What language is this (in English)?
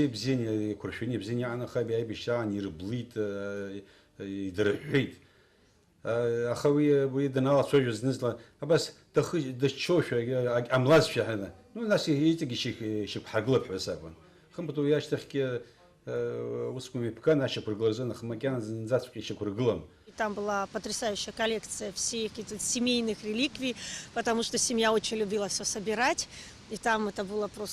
Abkhazian